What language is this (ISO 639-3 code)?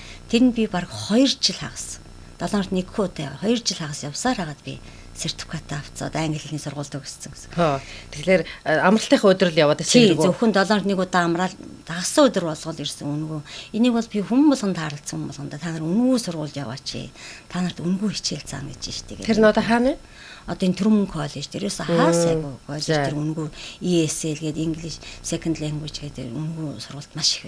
mon